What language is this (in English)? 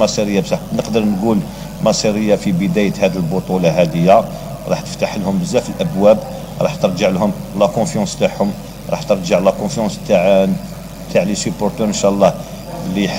Algerian Arabic